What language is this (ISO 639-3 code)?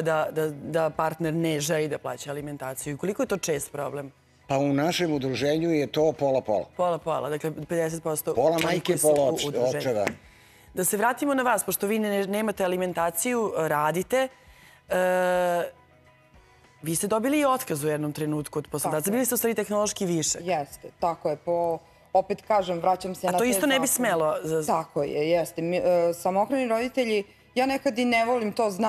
srp